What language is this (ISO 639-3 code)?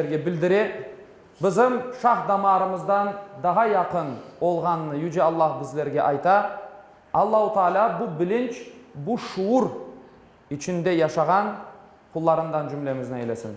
crh